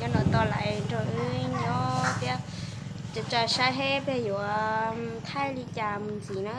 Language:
Hmong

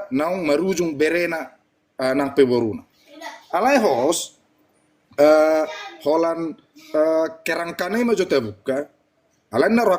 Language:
Batak Toba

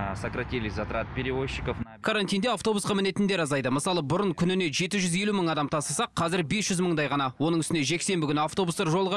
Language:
Kazakh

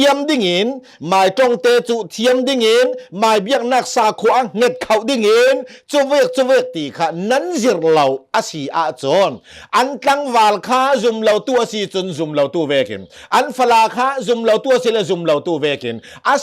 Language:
Hakha Chin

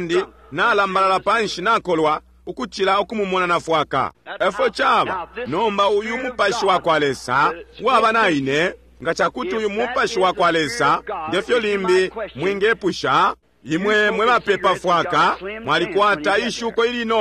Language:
Bemba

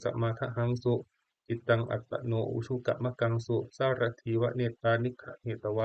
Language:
Pali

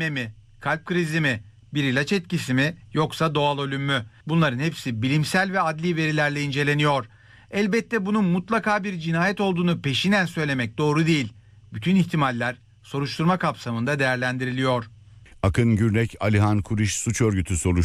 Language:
Turkish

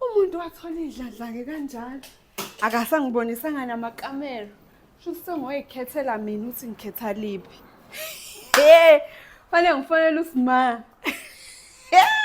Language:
Zulu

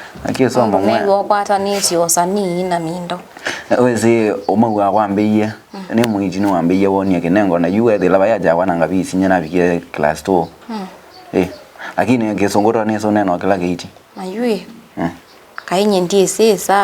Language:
Kamba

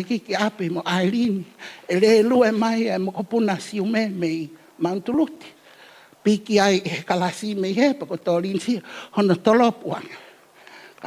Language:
Tongan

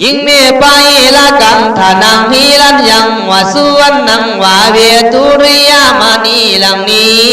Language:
Khün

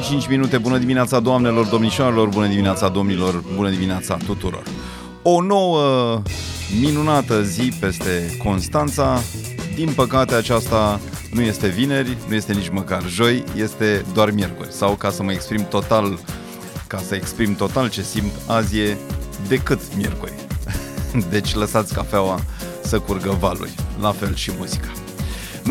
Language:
Romanian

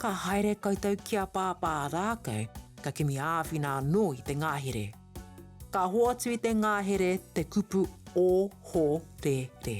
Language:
Māori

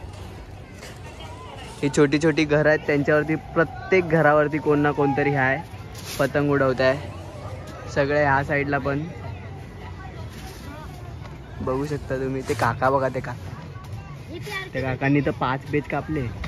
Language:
Marathi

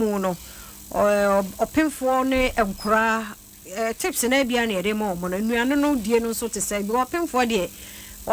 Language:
Akan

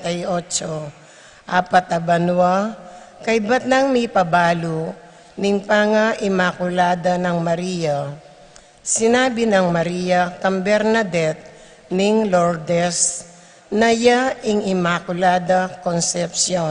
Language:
Pampanga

